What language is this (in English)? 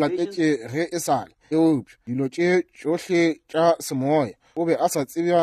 Northern Sotho